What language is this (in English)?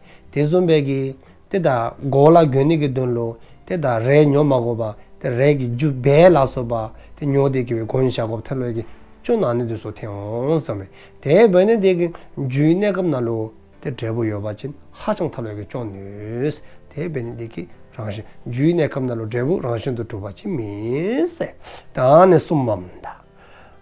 Dzongkha